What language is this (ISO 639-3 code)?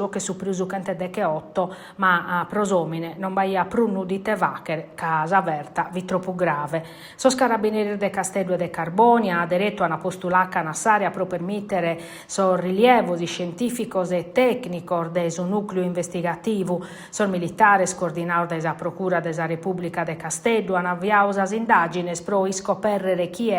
srd